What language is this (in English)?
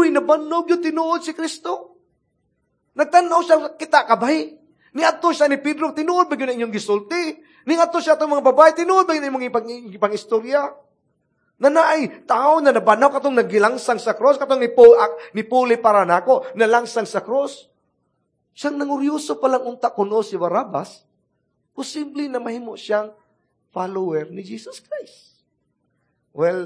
Cebuano